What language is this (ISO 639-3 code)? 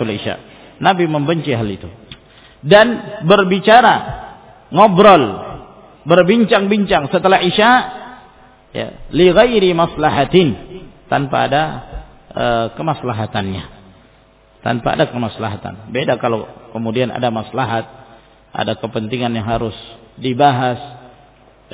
ind